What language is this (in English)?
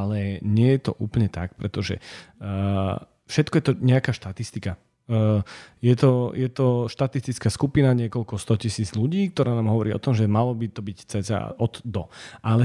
Slovak